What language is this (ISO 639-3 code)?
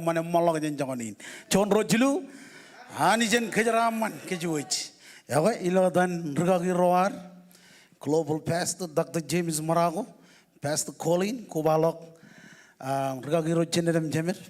mah